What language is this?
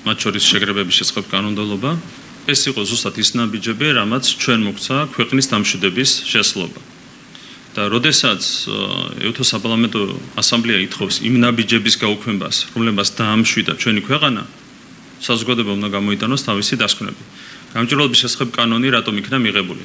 Georgian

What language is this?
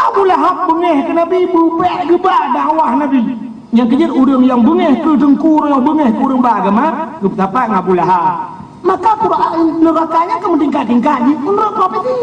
Achinese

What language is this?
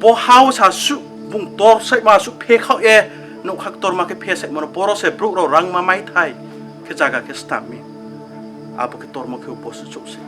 Riang (India)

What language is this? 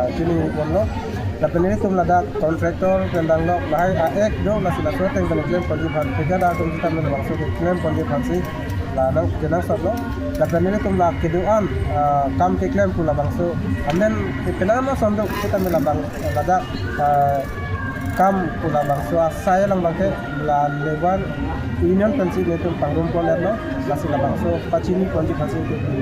Karbi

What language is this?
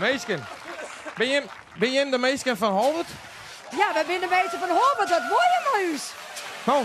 Western Frisian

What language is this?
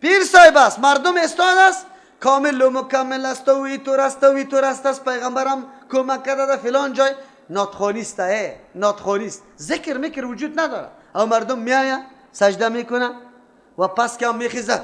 Persian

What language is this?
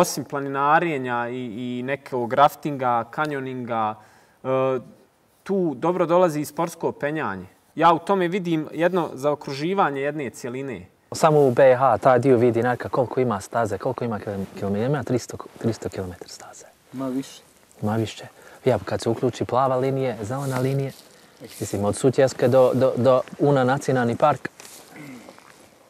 Bosnian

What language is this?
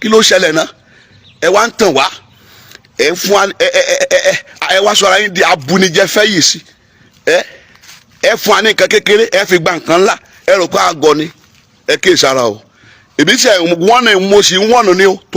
Yoruba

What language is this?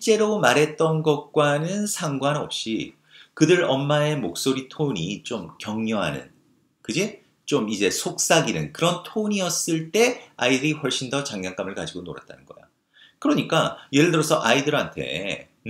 Korean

